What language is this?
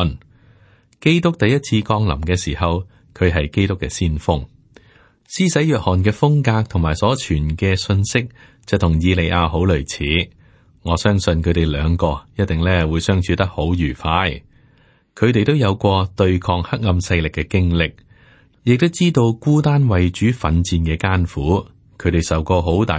Cantonese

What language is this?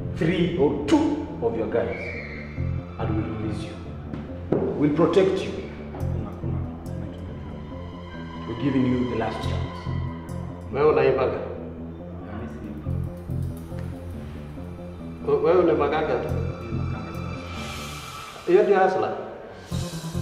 Swahili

